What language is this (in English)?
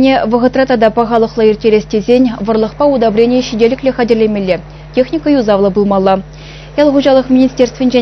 Chuvash